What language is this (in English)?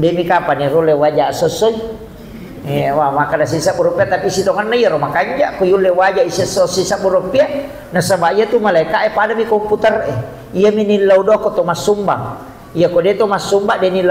Buginese